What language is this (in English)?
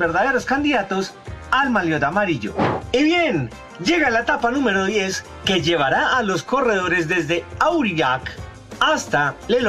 Spanish